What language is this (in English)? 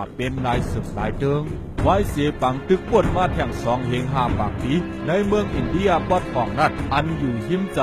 Shan